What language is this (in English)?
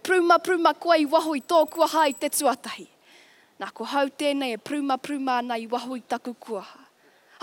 Māori